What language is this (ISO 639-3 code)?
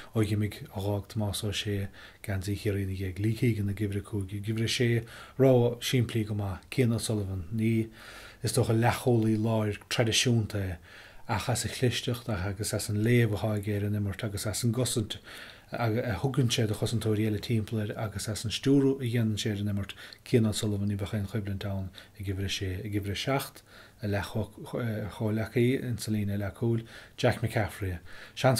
gle